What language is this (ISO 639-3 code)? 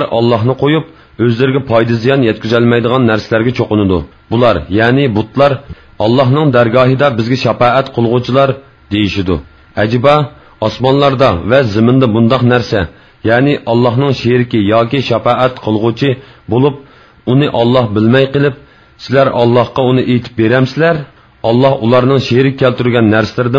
uig